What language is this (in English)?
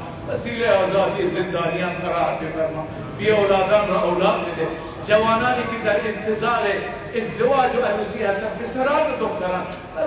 Persian